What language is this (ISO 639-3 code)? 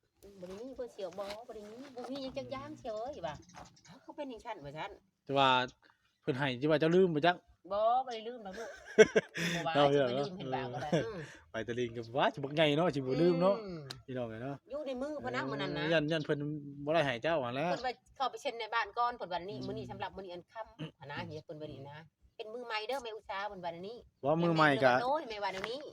tts